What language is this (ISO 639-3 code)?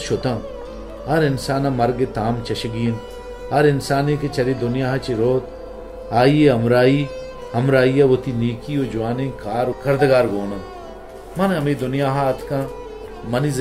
bal